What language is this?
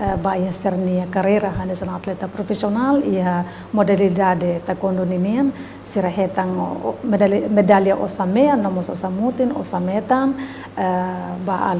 Tetum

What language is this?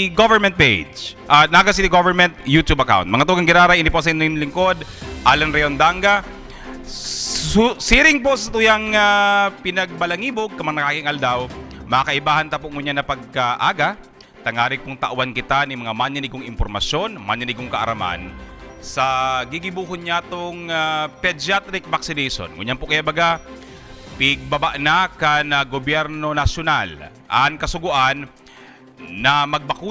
Bikol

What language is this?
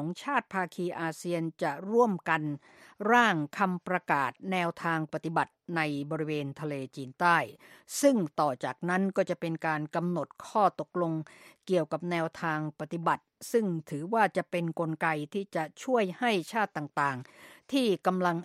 Thai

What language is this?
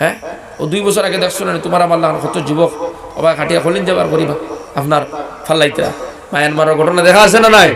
Sylheti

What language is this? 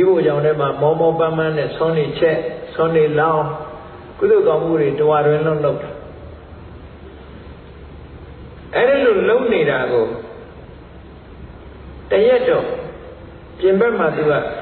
Burmese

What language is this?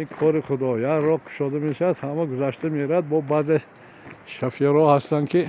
Tajik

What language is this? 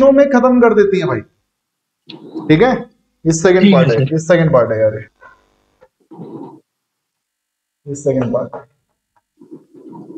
Hindi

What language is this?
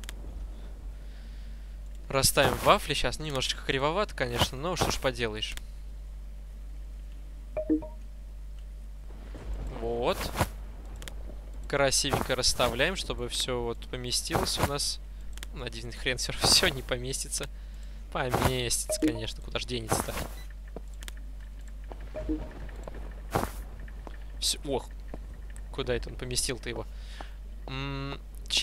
Russian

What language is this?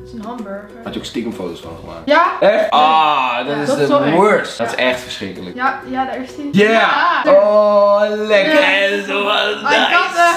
Dutch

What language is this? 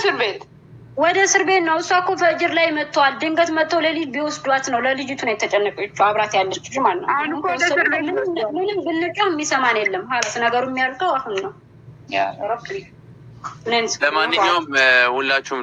Amharic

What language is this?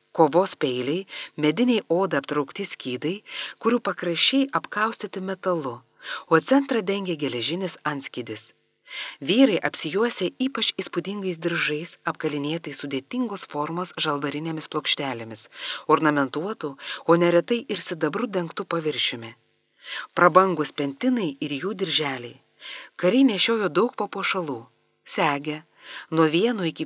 Lithuanian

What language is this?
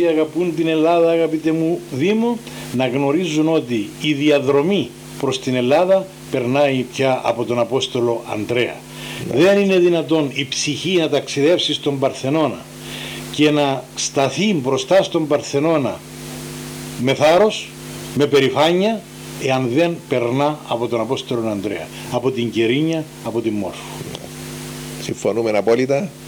Greek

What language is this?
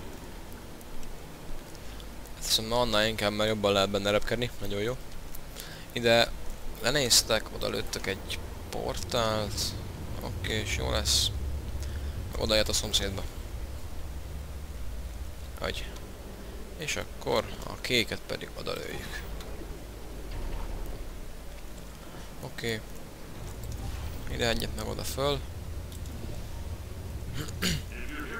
Hungarian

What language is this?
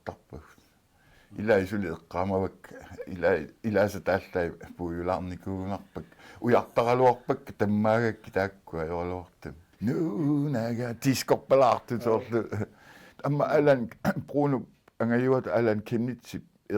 Kalaallisut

